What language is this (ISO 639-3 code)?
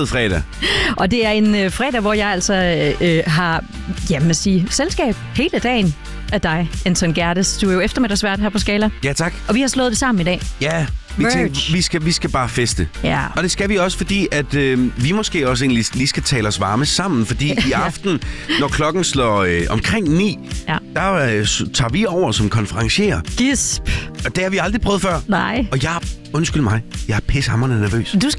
dan